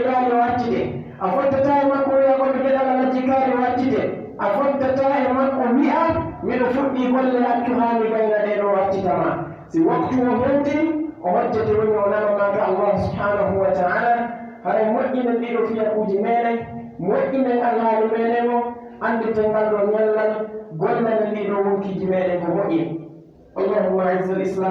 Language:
Pular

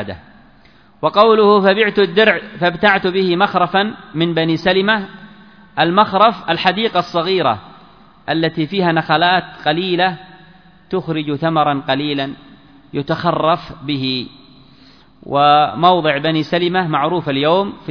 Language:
Arabic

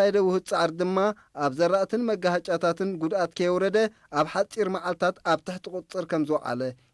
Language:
Tigrinya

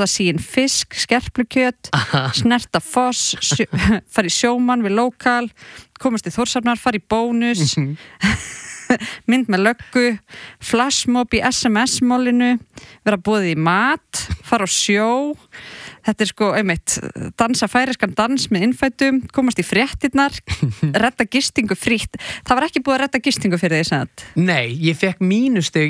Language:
Icelandic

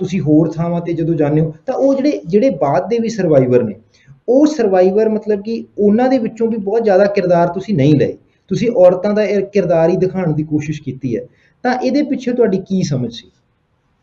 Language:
Punjabi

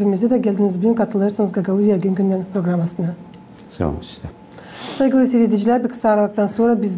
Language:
Gagauz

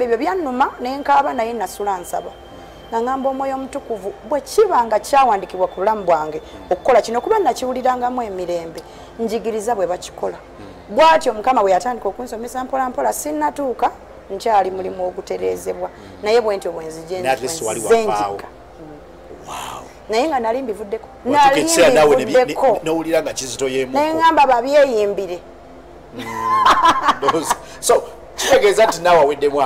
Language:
Ganda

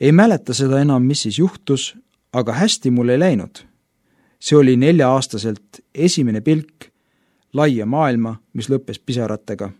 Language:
Estonian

